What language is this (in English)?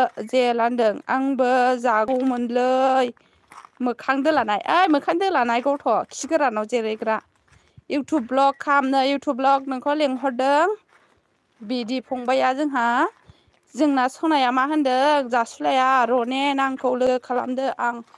Bodo